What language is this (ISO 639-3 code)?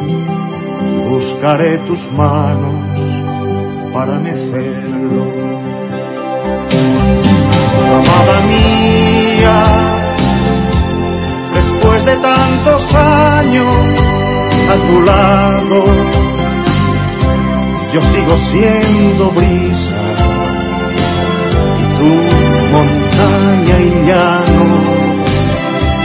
spa